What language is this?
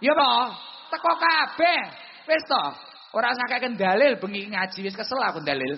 Javanese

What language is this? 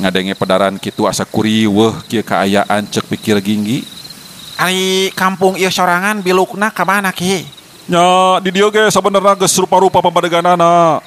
Sundanese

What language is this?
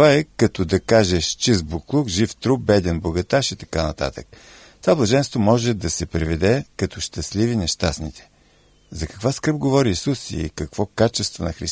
Bulgarian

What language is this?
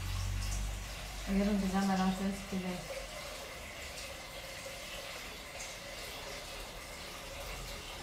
Greek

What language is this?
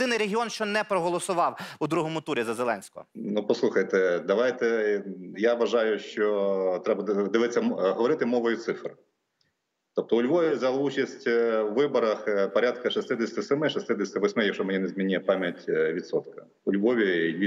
Ukrainian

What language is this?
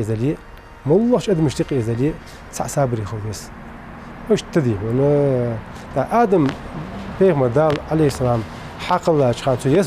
Ingush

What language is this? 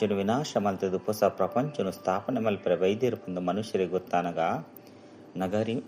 Tulu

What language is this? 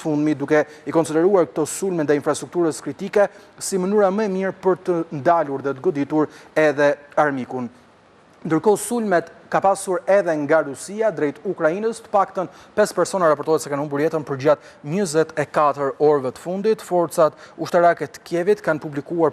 Albanian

